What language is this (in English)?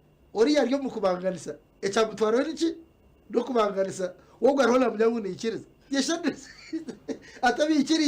Nyankole